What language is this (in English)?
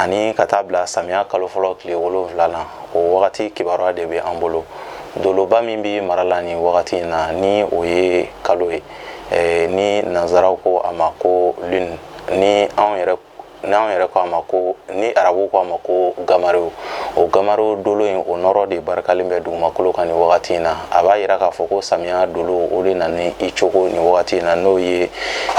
Bambara